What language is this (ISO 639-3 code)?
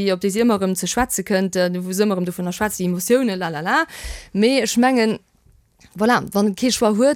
ltz